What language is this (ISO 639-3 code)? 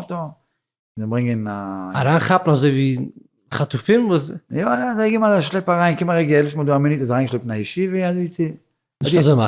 yid